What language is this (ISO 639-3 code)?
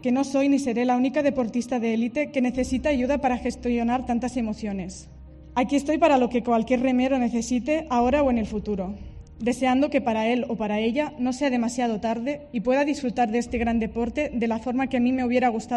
spa